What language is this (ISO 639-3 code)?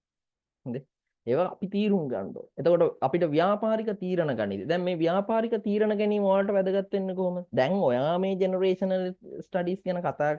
sin